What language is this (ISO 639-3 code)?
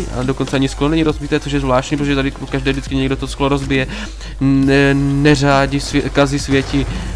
ces